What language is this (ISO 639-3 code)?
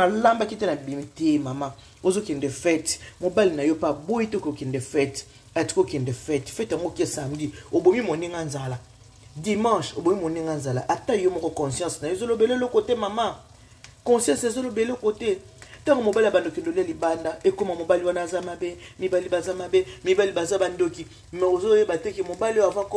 lin